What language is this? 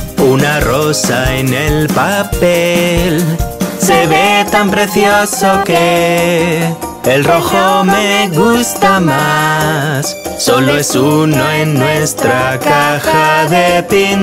Spanish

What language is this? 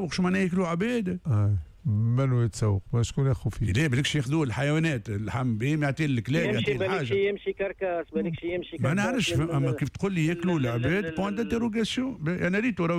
Tunisian Arabic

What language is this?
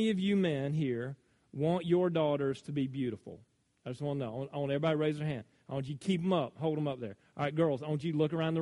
English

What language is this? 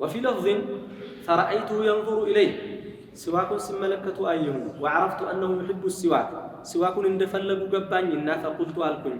Amharic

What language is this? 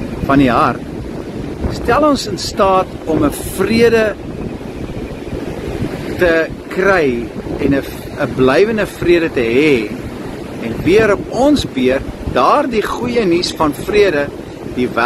Afrikaans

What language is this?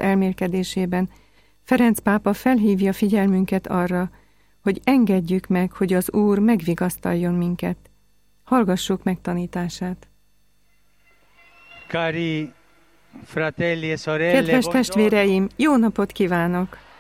Hungarian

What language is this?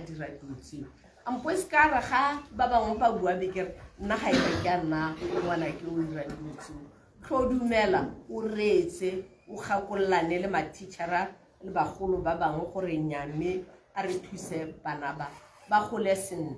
Tswana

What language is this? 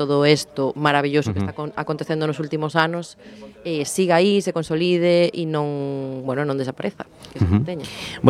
Galician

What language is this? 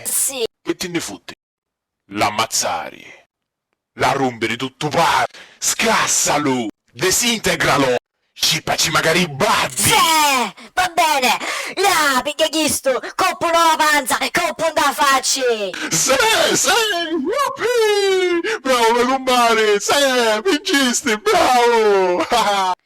Sicilian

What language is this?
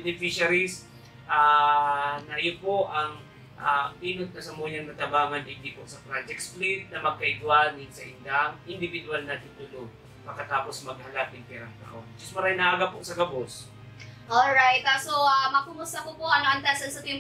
Bikol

